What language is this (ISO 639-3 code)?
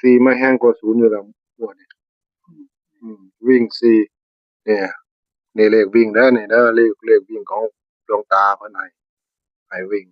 tts